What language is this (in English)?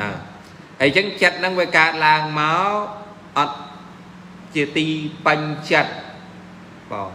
Khmer